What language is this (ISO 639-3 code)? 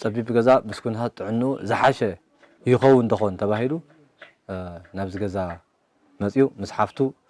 tir